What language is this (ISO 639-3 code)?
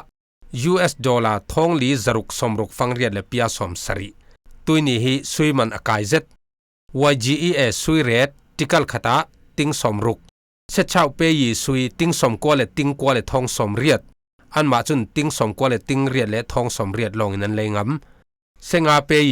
cfm